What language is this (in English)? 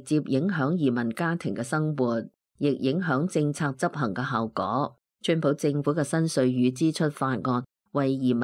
Cantonese